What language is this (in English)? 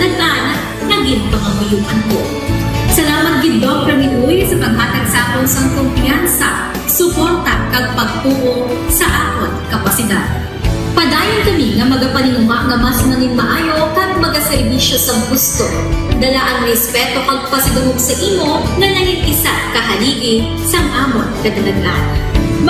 Hiligaynon